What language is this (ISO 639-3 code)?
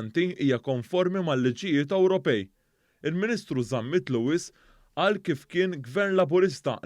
mlt